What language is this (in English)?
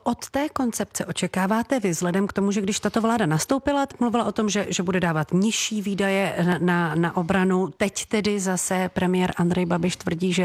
Czech